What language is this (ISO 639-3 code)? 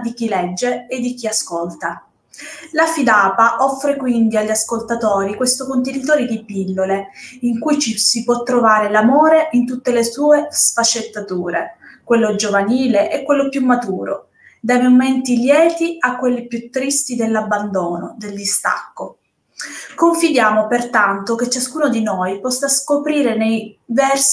ita